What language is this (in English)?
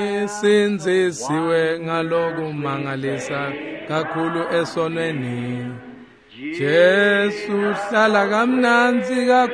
Swati